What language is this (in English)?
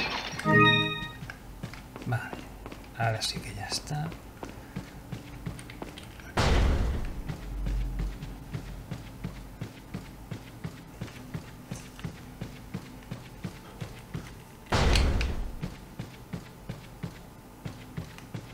Spanish